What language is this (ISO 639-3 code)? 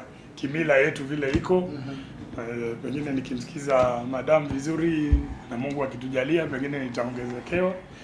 swa